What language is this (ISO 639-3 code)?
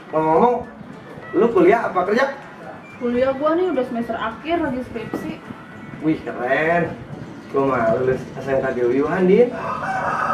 bew